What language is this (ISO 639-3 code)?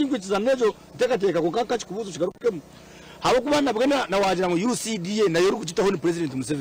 nyn